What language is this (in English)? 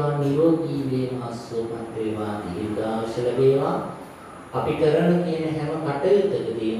Sinhala